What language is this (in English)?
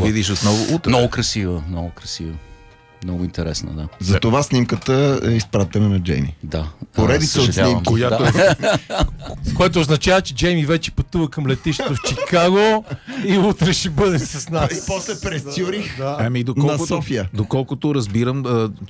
Bulgarian